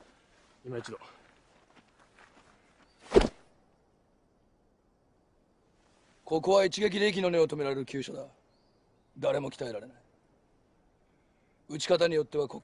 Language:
Japanese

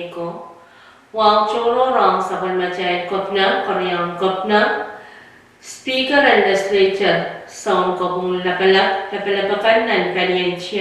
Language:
Pohnpeian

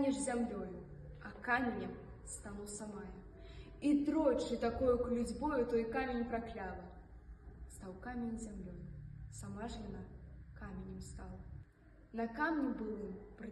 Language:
Belarusian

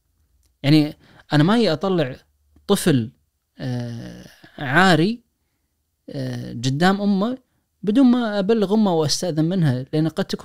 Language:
Najdi Arabic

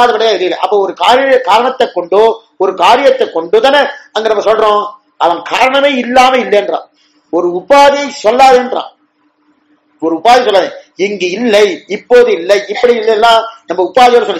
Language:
Tamil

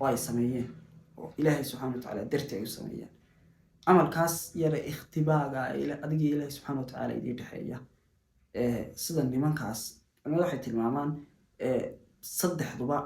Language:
Somali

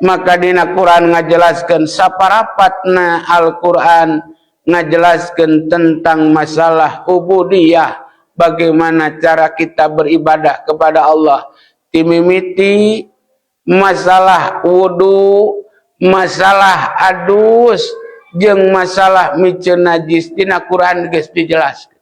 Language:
Sundanese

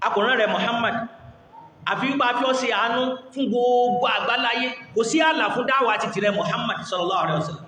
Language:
Yoruba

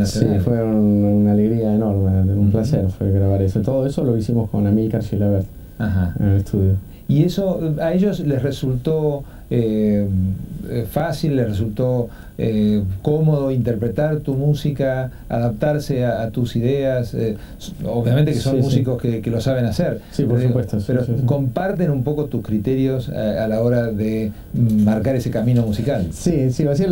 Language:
Spanish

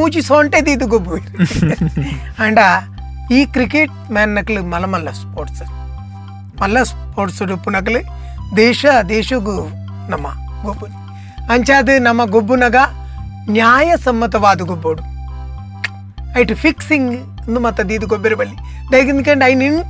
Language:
Tulu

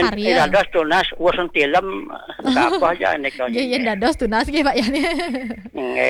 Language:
Balinese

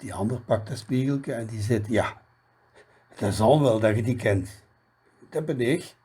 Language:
Limburgish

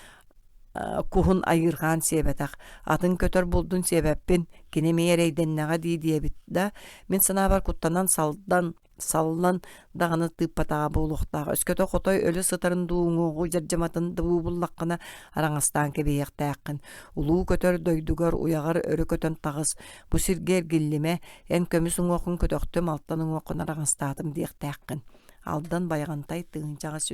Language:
Yakut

